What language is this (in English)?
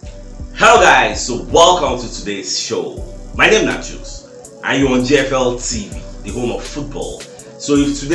Nigerian Pidgin